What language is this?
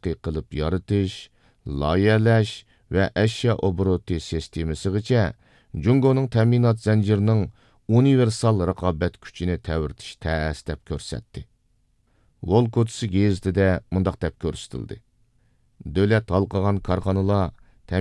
Uyghur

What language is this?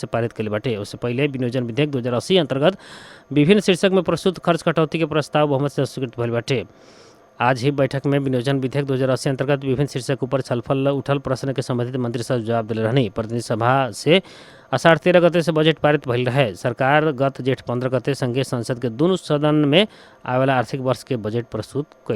Bhojpuri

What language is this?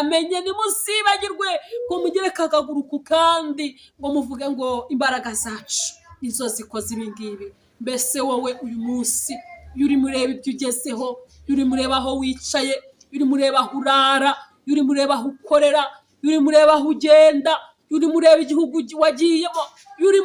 Kinyarwanda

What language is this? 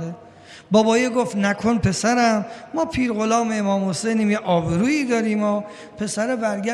Persian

